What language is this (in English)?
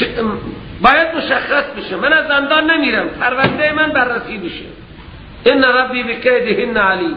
Persian